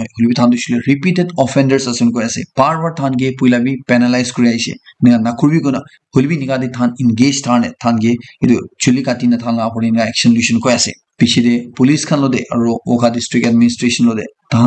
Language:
Naga Pidgin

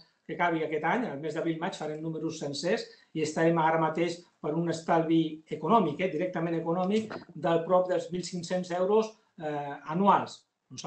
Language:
Catalan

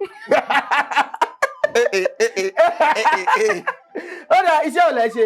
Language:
Yoruba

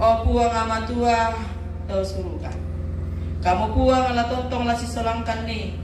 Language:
Toraja-Sa'dan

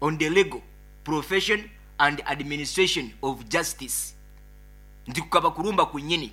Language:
Nyankole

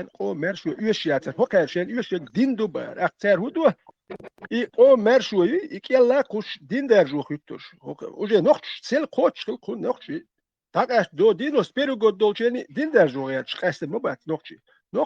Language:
Chechen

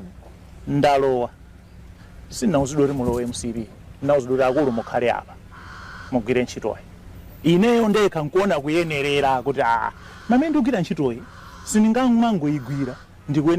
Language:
Nyanja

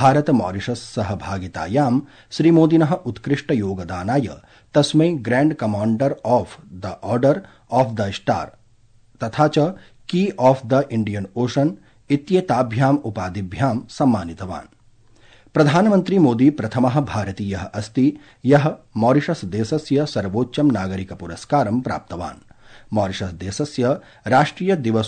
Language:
Sanskrit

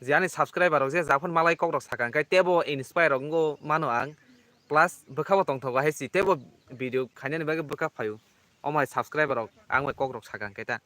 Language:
Kok Borok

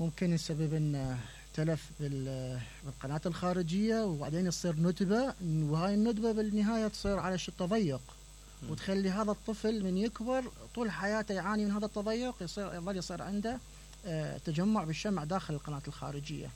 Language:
Mesopotamian Arabic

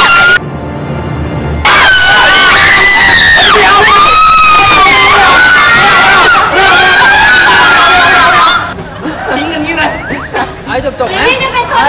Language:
Thai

